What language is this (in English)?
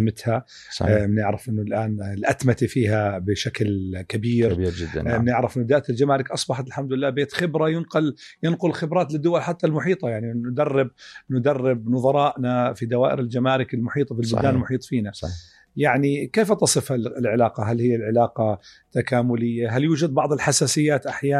North Levantine Arabic